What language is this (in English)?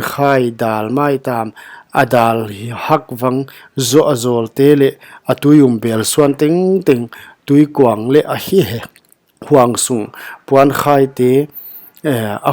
Paite Chin